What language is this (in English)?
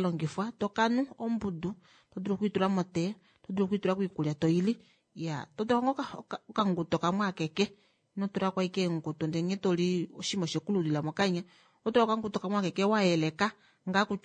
Kuanyama